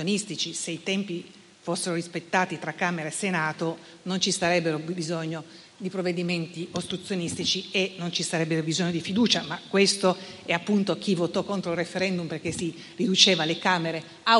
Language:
Italian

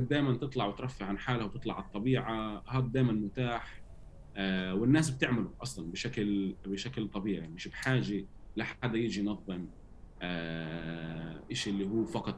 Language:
North Levantine Arabic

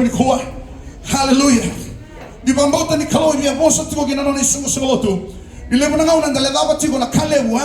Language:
Fijian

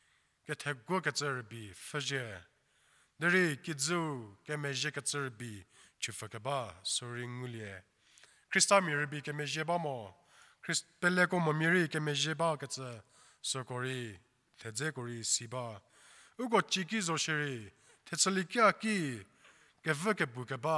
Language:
Angami Naga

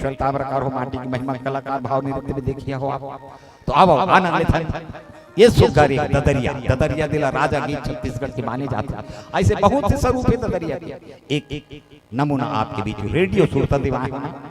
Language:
Chhattisgarhi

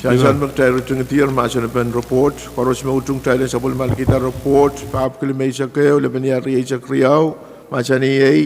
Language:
Pohnpeian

